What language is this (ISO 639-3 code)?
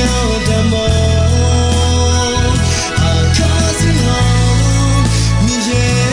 ahk